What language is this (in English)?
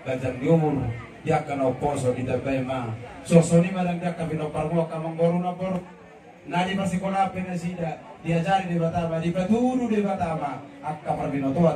Batak Toba